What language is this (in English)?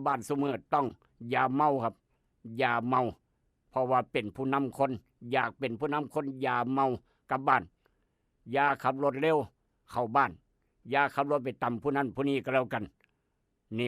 Northeastern Thai